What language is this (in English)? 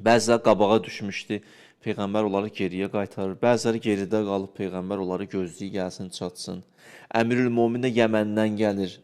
Azerbaijani